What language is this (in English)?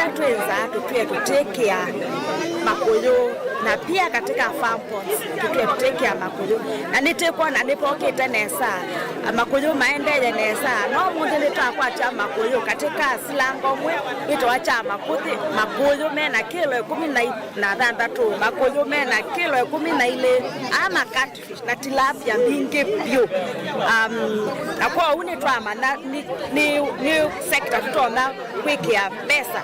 Kamba